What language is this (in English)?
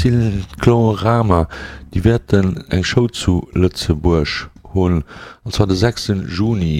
Luxembourgish